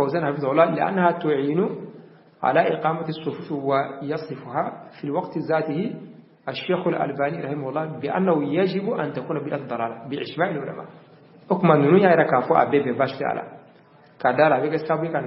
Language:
Bambara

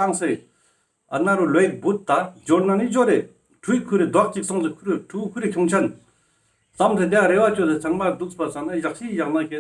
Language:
Ladakhi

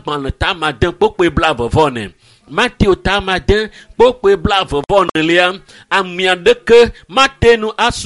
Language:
Ewe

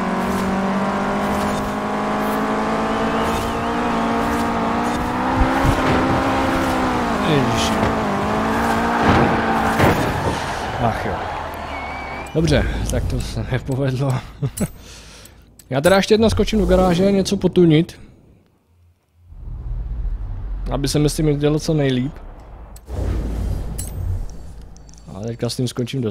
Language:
Czech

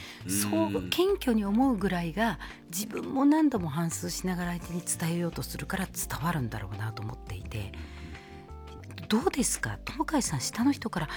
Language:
Japanese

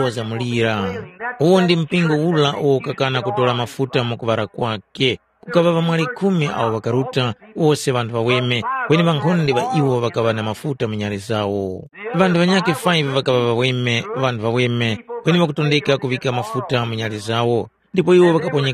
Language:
Tumbuka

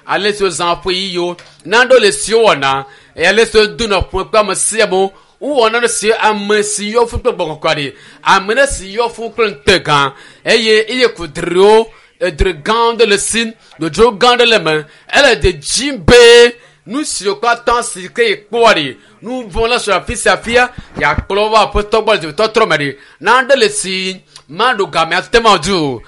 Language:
Ewe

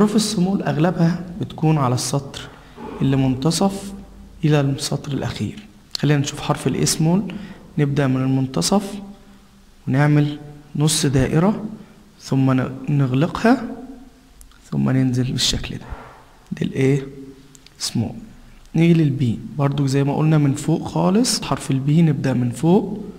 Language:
Egyptian Arabic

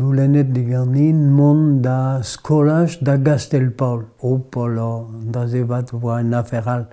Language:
Breton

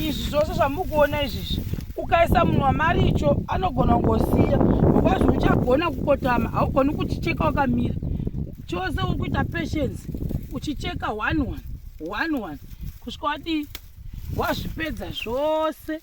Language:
Shona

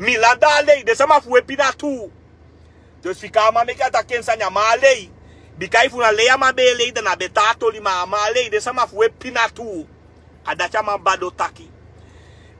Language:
Sranan Tongo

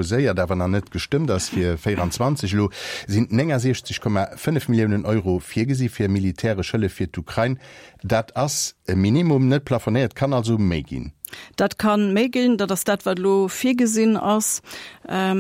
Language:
Luxembourgish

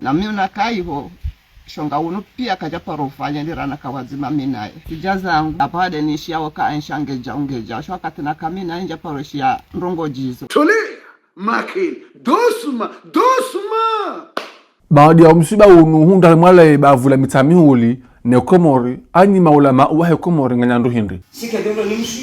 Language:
Ngazidja Comorian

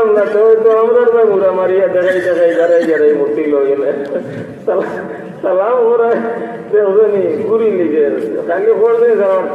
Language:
Sylheti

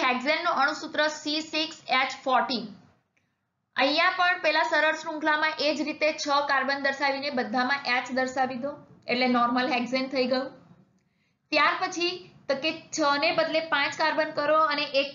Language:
Gujarati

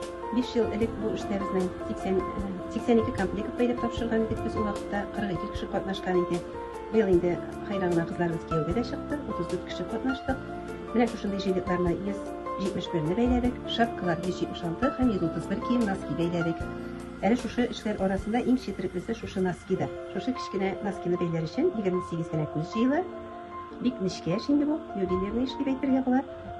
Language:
Tatar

